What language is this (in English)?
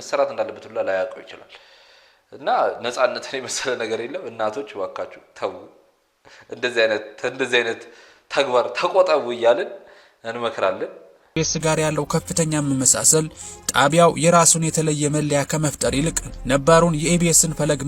Amharic